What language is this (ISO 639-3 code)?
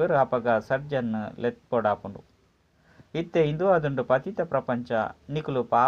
tcy